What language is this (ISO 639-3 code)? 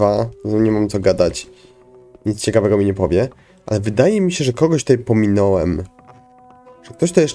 pol